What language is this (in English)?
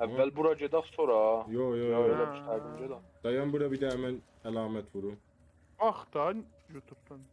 South Azerbaijani